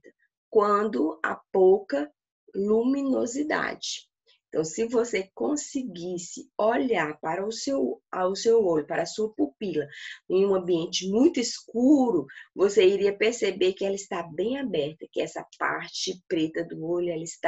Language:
Portuguese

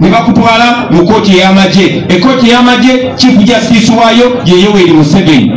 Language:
Ganda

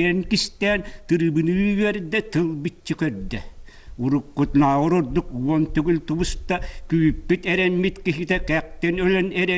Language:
Yakut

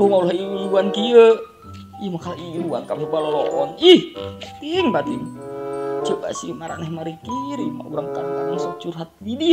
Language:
Sundanese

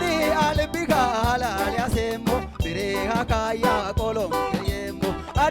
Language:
Sidamo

